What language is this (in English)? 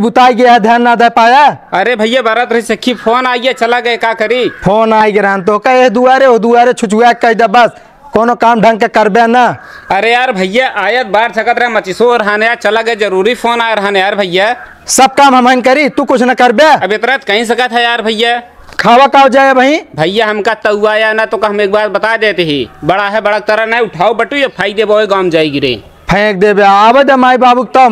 Awadhi